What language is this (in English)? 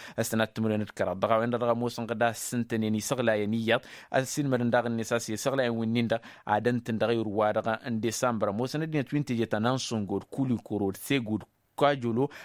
Tamasheq